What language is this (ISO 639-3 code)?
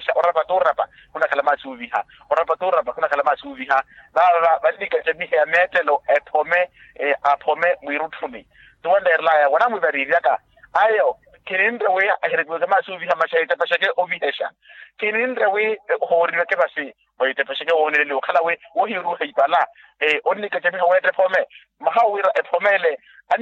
vmw